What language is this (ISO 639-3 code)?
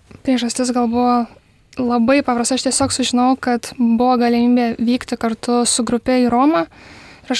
lit